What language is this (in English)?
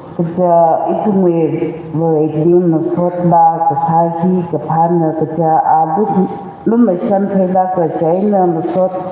Tangkhul Naga (India)